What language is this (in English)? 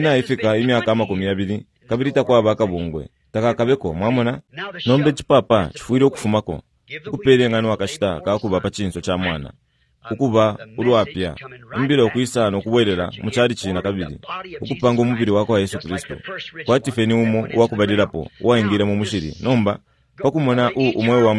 Bemba